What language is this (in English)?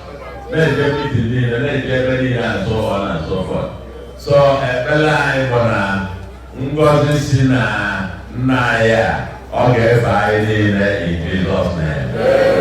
Igbo